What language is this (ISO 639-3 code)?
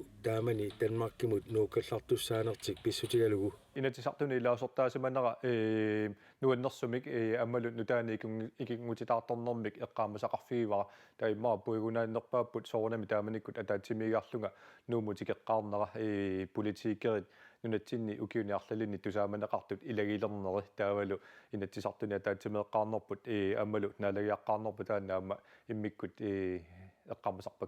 kal